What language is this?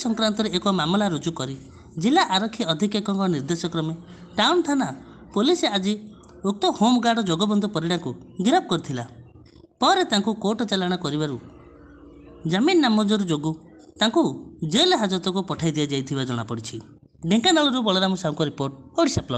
Odia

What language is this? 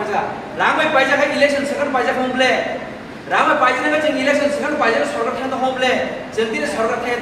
Kok Borok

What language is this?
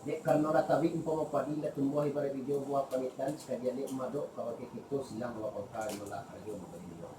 Minangkabau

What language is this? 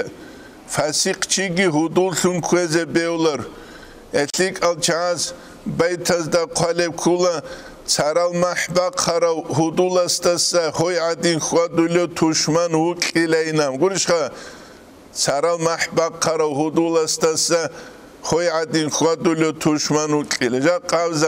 Avaric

